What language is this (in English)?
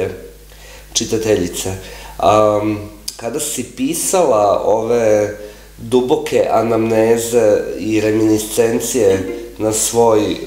Croatian